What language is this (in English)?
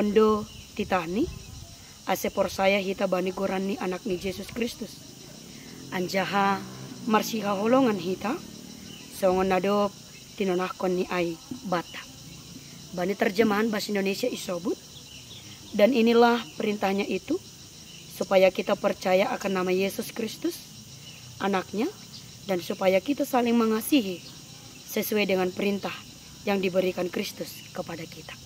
Batak Simalungun